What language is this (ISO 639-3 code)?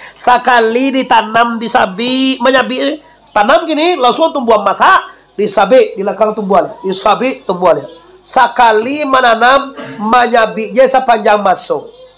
min